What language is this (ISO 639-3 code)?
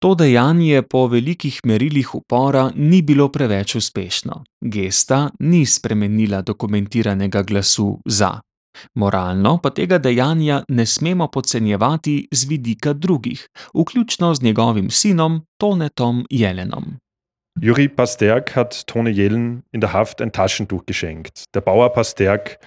slv